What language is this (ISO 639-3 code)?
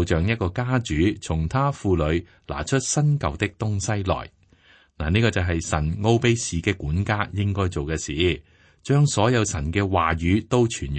yue